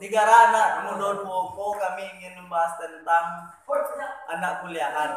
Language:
Minangkabau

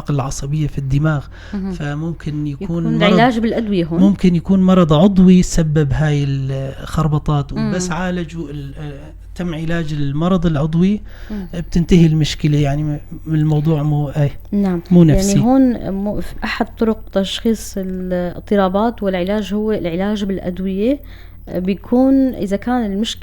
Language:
North Levantine Arabic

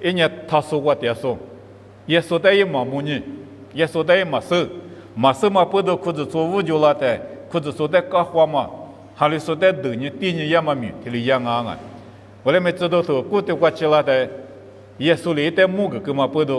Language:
Lisu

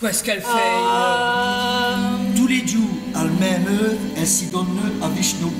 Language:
Walloon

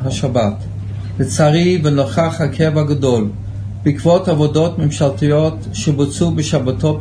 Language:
Hebrew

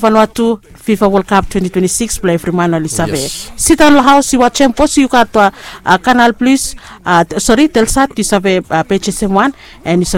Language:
Bislama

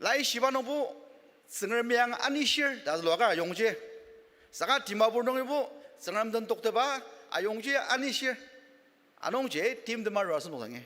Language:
Ao Naga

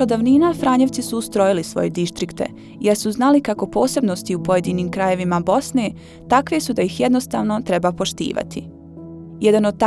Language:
Bosnian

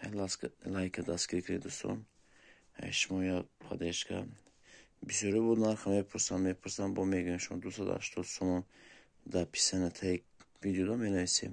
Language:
Tajik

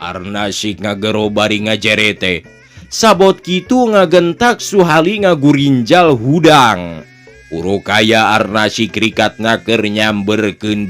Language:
Sundanese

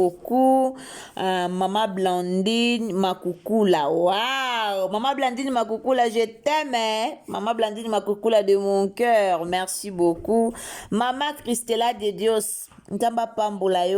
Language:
Lingala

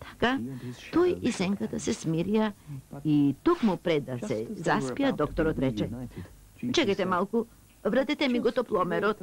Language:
Macedonian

